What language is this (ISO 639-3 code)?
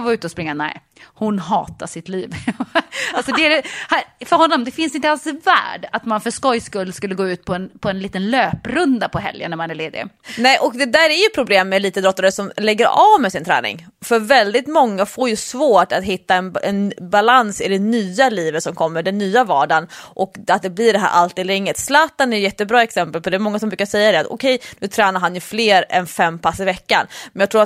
swe